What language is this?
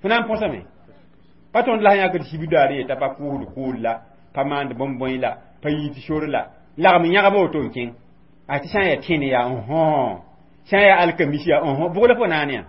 Mossi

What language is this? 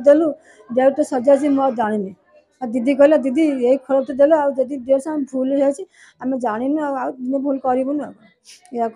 Odia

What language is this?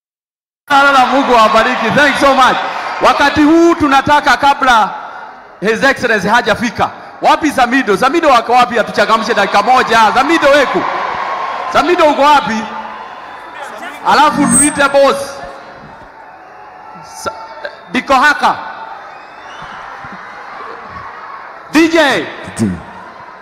Swahili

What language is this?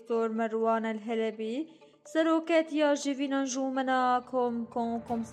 Kurdish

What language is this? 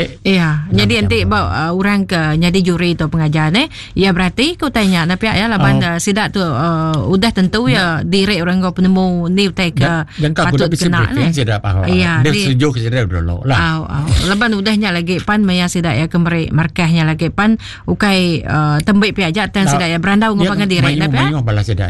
Iban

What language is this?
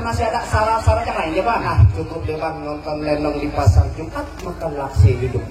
Betawi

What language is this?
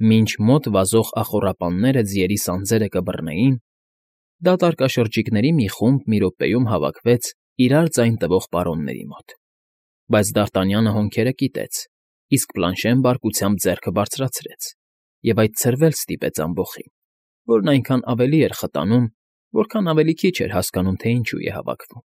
Armenian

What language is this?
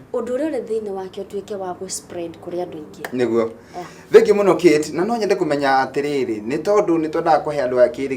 Kikuyu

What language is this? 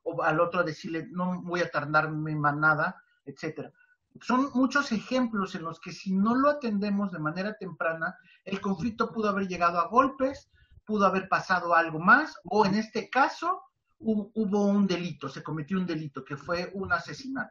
Spanish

